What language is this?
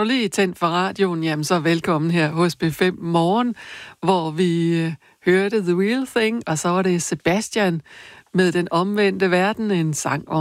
Danish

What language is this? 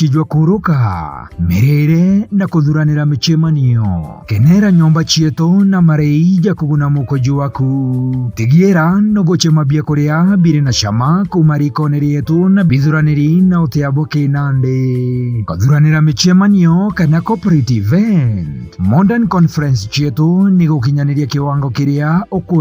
Meru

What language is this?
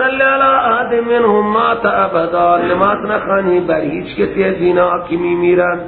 Persian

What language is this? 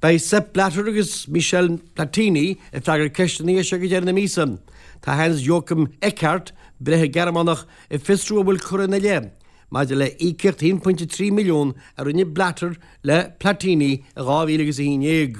Irish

